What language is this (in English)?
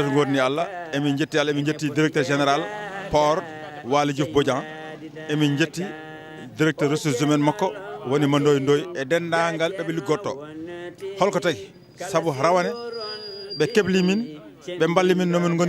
Fula